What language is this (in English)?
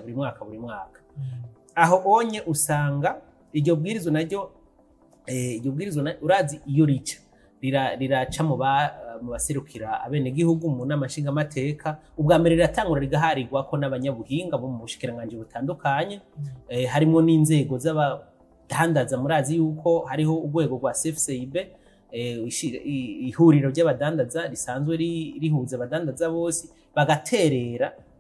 Rundi